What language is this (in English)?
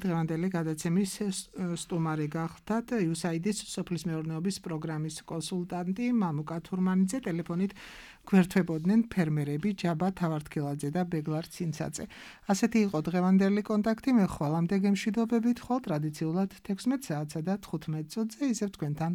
Georgian